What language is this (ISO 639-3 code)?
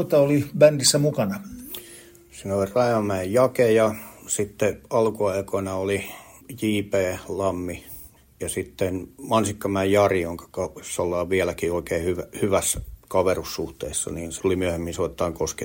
fin